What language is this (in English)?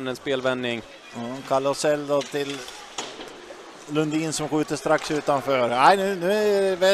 Swedish